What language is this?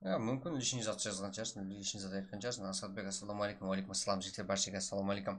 Kara-Kalpak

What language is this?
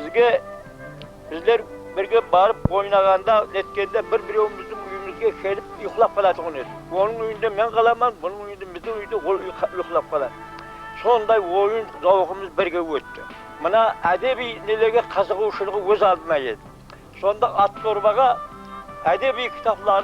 Kara-Kalpak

